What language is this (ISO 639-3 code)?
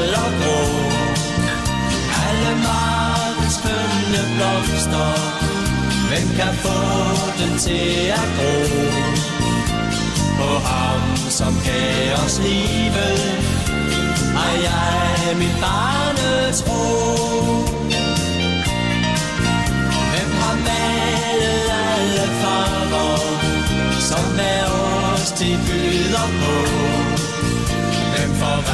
dan